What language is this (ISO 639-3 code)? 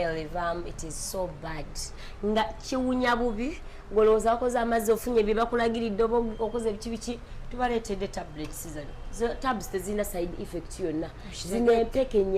lug